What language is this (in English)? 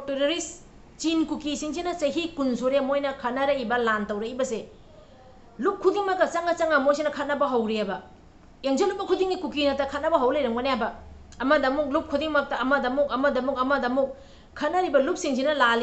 Manipuri